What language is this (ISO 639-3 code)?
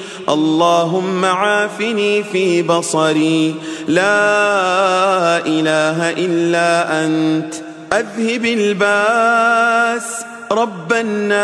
ara